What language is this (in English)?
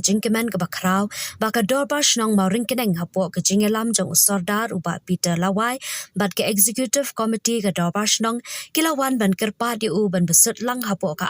Khasi